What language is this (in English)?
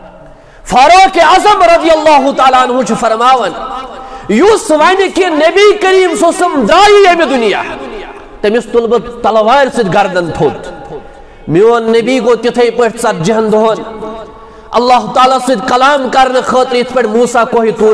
Kashmiri